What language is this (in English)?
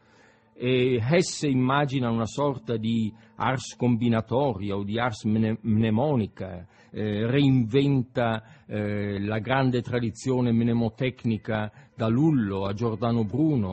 Italian